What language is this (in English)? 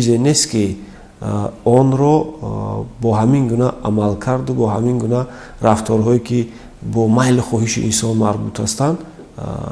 Tajik